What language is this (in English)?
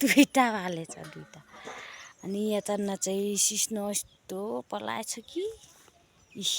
Nepali